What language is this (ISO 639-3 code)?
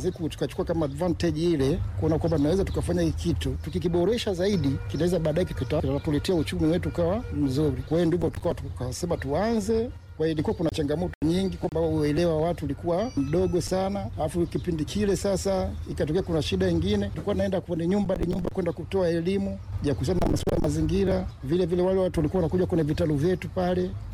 swa